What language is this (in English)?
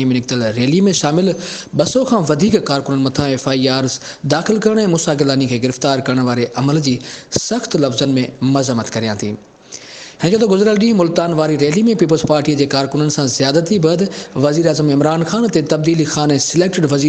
Sindhi